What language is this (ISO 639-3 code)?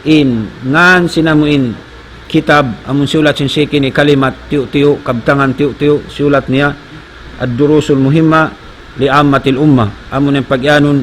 tsg